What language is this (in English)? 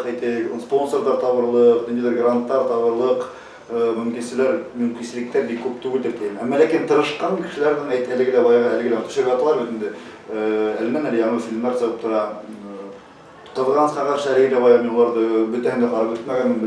Bashkir